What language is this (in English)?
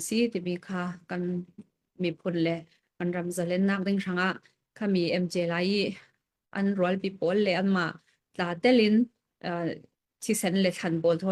Falam Chin